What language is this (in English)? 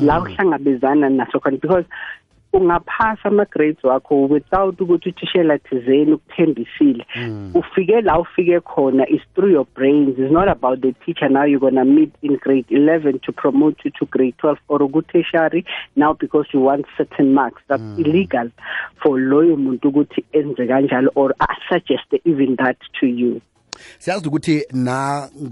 South Ndebele